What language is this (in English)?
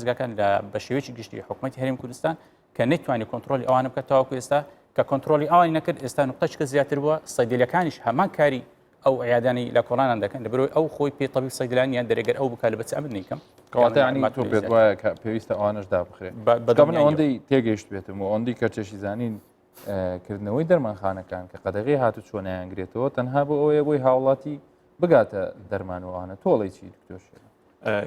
Central Kurdish